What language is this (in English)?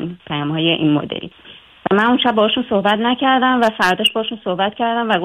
Persian